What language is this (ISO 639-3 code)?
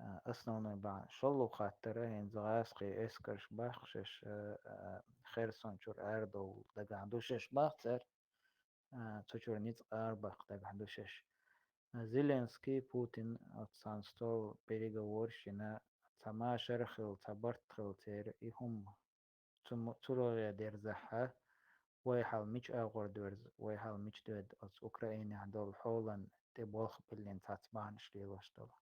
che